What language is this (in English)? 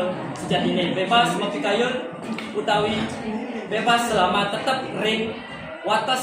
Balinese